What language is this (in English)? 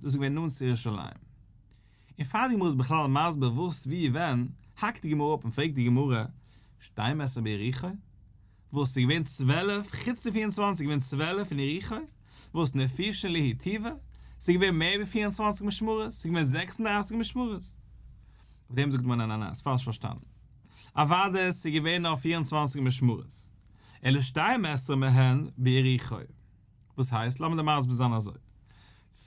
Yiddish